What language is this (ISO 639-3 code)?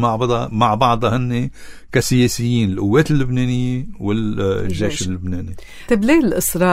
apc